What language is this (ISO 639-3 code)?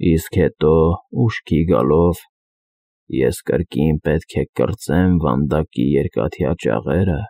hye